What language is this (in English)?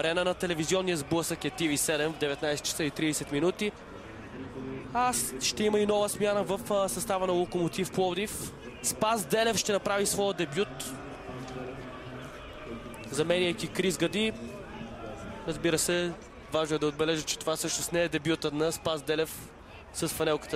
Bulgarian